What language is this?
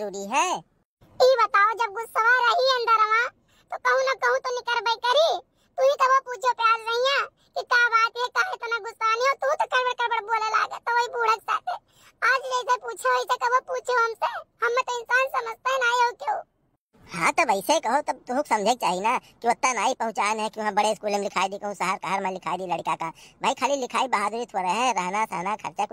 Awadhi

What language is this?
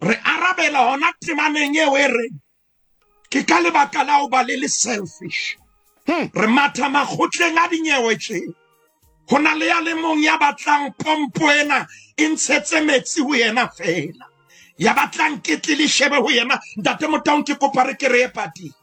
Southern Sotho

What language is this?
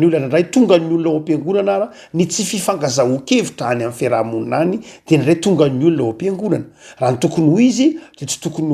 Malagasy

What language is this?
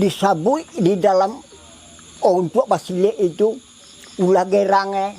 Minangkabau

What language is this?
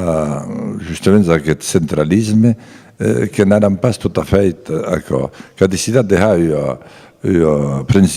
Occitan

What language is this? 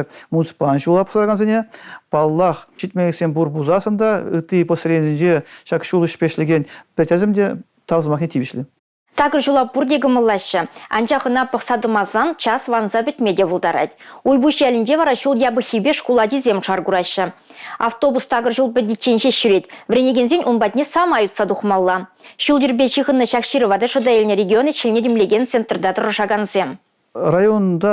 Chuvash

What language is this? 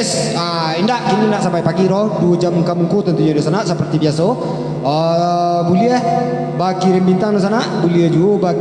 Minangkabau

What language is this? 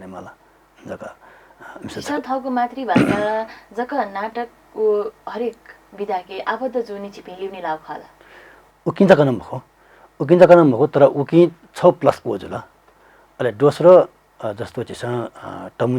Newari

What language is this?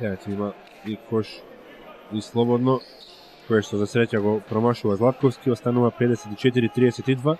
Macedonian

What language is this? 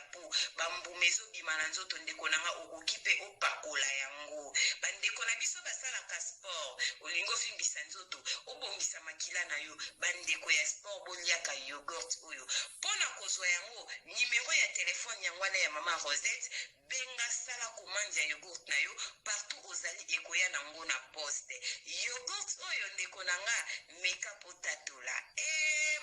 Lingala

